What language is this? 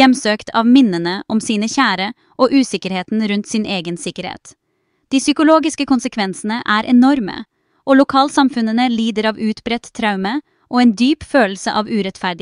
Norwegian Bokmål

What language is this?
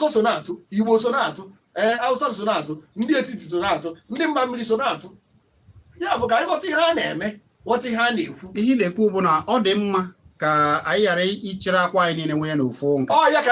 Igbo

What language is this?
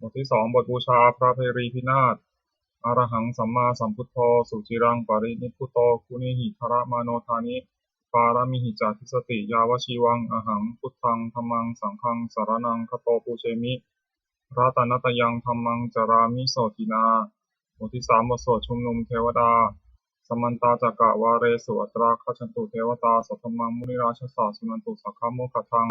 Pali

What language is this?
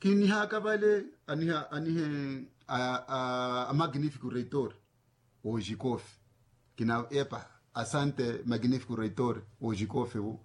Makhuwa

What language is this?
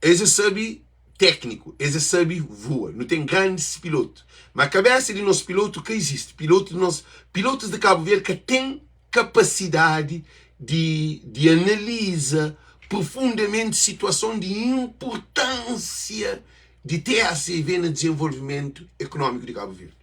Kabuverdianu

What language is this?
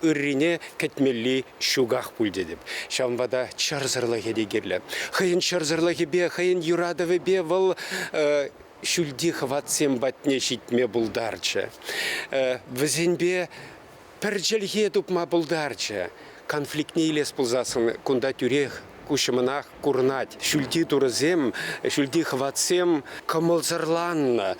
Chuvash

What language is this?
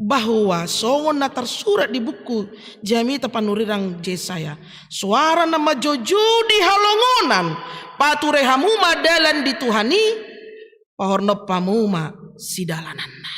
Batak Toba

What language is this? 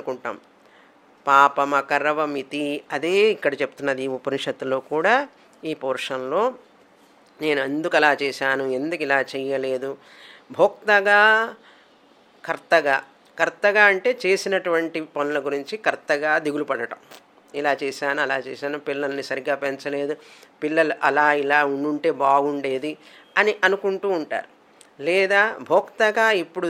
Telugu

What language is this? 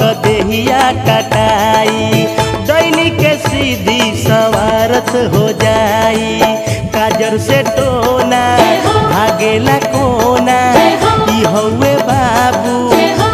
Bhojpuri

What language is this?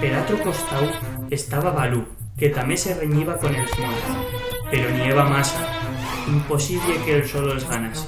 Aragonese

